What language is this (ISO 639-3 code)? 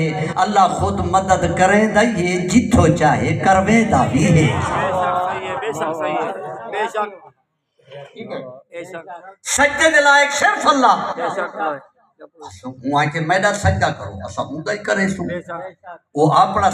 skr